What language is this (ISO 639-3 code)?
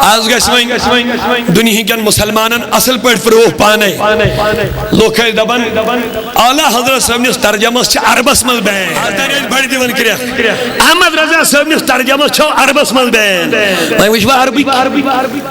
kas